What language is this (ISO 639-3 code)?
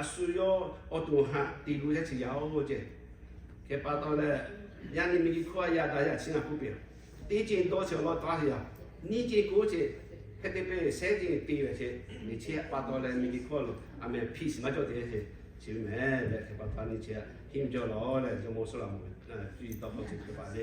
lhu